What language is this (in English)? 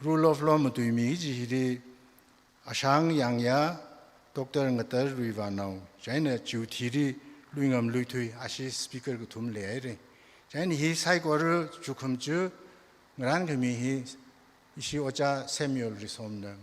Tangkhul Naga (India)